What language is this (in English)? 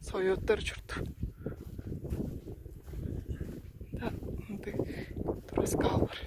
Tuvinian